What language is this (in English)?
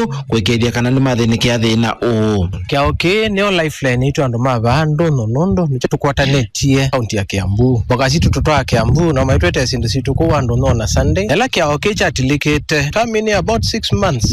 Kamba